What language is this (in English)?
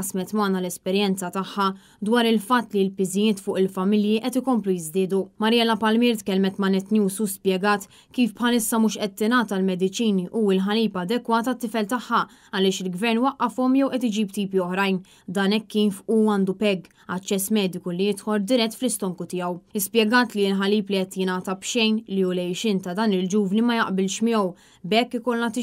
Maltese